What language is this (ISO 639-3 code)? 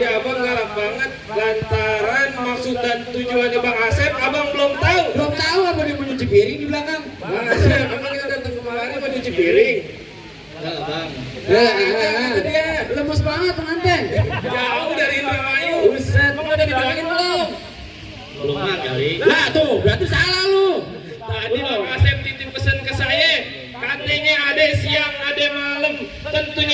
bew